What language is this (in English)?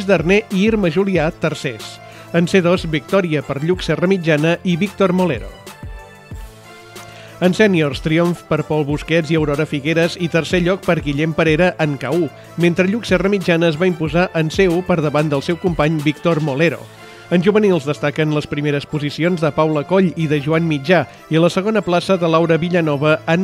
Catalan